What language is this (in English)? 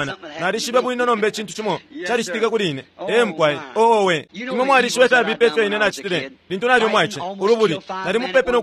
Bemba